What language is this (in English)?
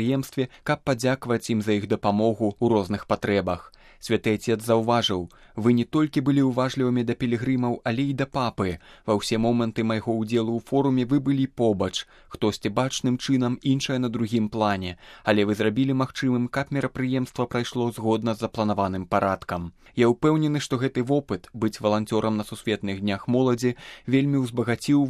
Belarusian